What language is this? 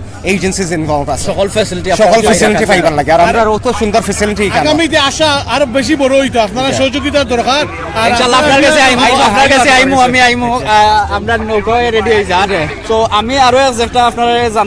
Sylheti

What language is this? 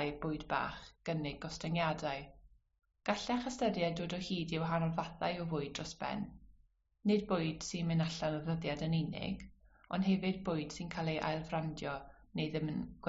Welsh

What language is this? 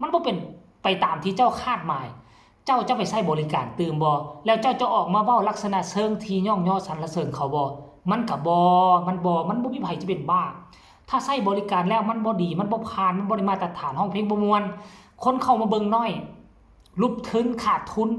Lao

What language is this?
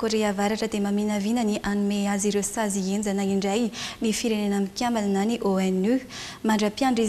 Malagasy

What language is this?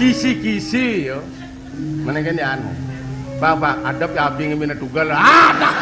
Balinese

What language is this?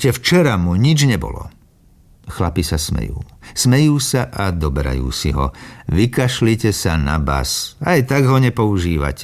Slovak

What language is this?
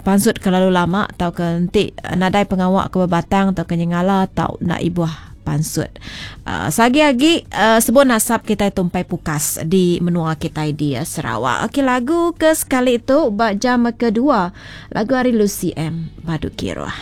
Iban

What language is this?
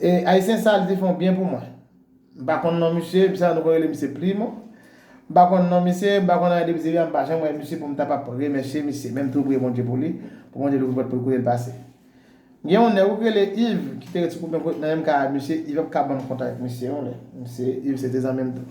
Haitian Creole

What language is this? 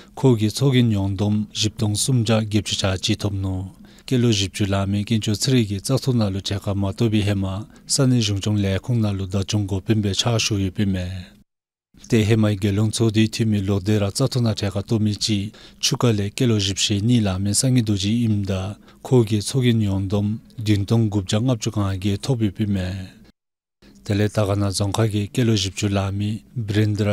Dzongkha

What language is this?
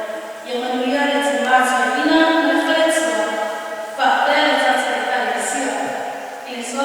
Samoan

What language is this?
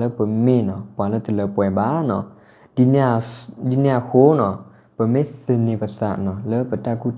S'gaw Karen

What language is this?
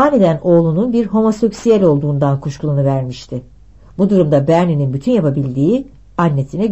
Turkish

